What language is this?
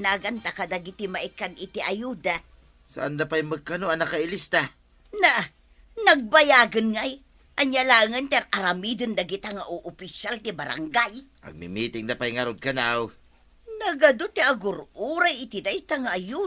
Iloko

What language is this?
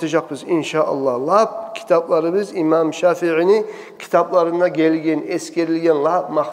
Kumyk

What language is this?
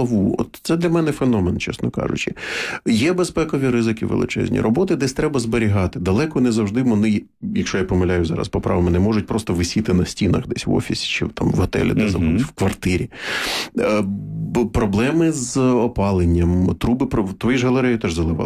Ukrainian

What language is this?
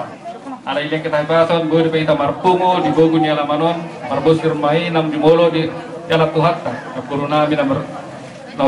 Batak Toba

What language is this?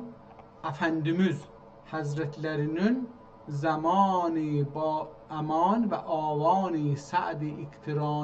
South Azerbaijani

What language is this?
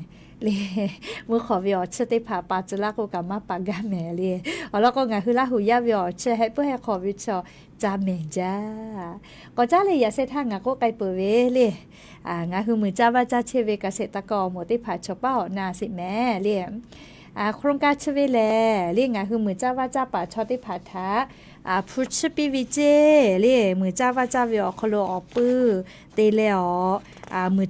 Lahu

